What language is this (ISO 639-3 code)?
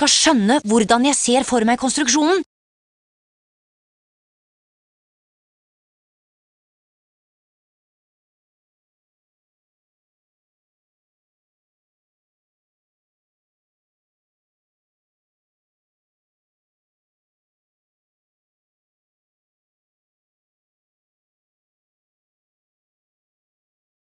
nor